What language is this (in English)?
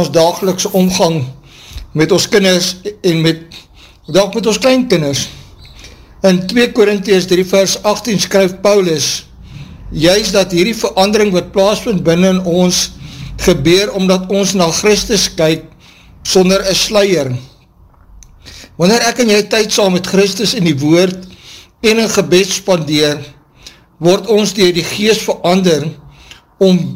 Afrikaans